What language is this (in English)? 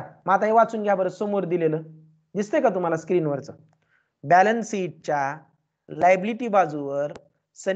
Marathi